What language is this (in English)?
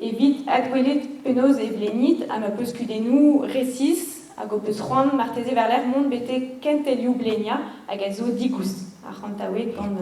Breton